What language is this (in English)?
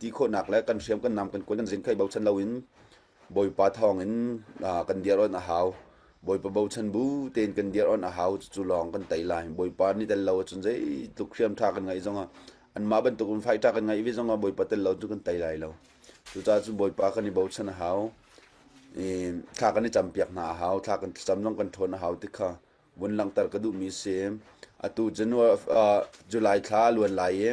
Hakha Chin